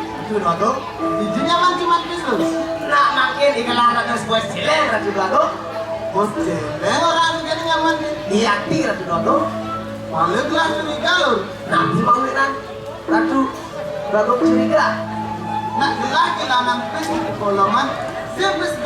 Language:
Balinese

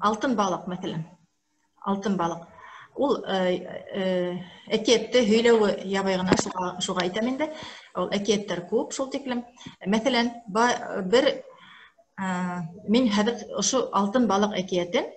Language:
Bashkir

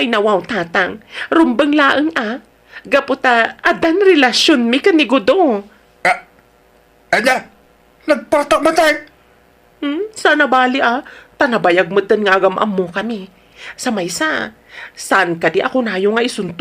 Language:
Iloko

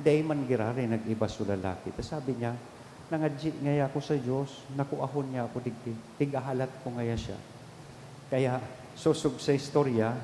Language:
Bikol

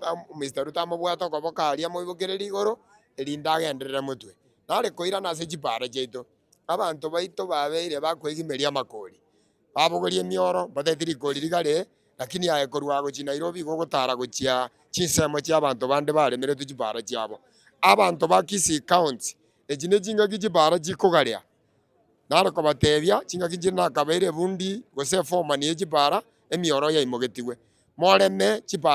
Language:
Gusii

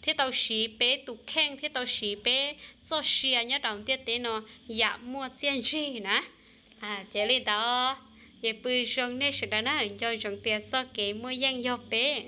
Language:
Hmong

